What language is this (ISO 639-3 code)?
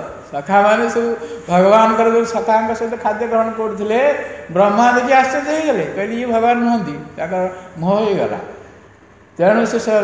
ori